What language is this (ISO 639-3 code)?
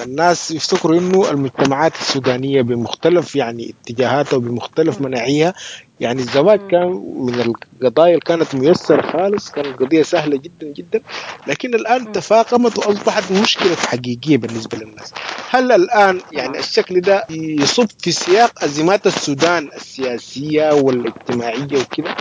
apd